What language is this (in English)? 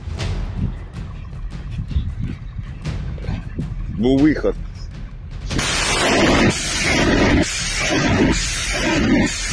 Ukrainian